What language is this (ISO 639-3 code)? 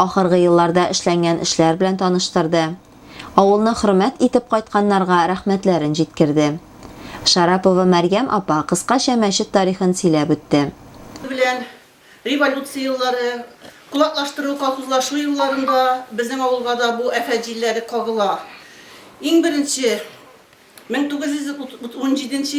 tat